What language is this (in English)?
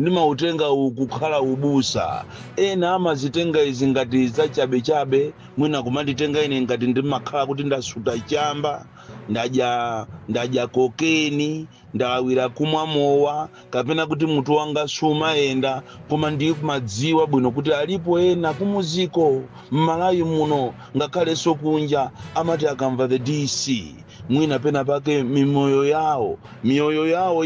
Nyanja